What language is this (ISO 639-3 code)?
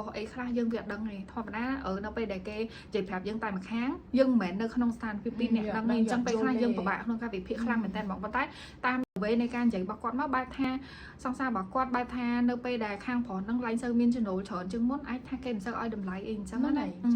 khm